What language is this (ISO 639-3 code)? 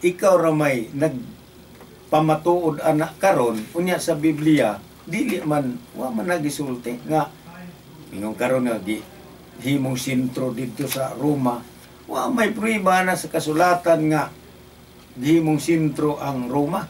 ceb